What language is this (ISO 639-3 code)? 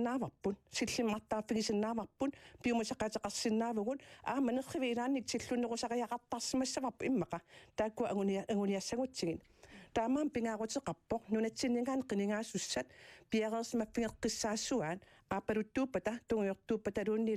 kal